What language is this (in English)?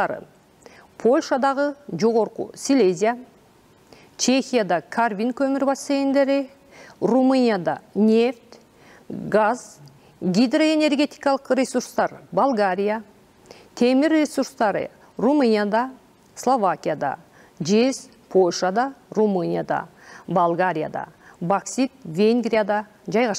Kyrgyz